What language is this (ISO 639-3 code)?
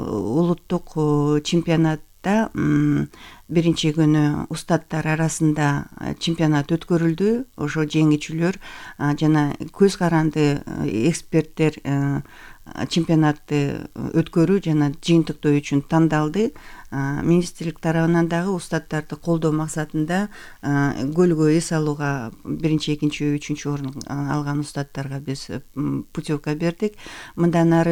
kir